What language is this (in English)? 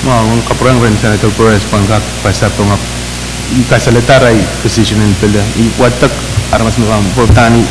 Pohnpeian